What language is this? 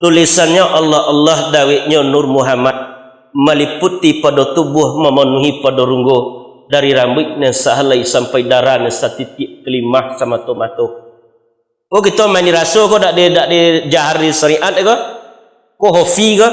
Minangkabau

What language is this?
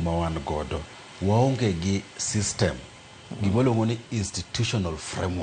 Luo (Kenya and Tanzania)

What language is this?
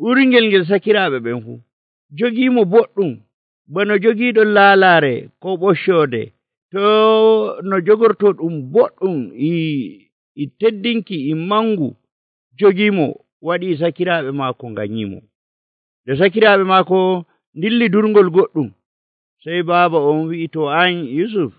Nigerian Fulfulde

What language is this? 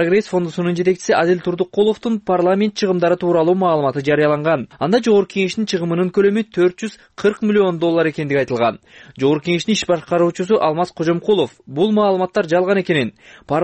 Kyrgyz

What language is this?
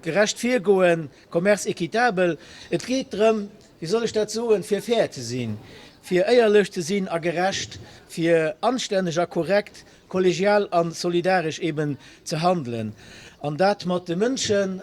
Luxembourgish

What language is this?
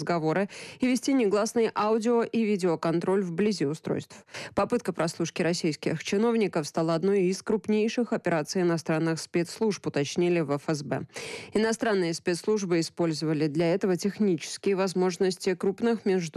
Russian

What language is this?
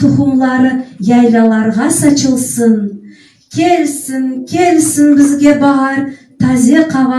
Crimean Tatar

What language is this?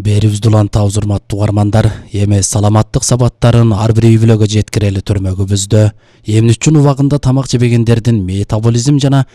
Kyrgyz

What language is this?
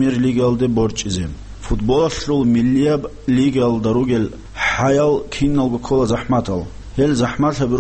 Avaric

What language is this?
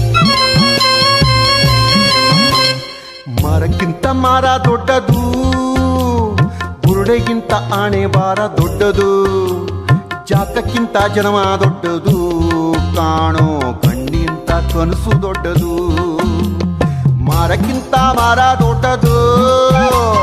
Kannada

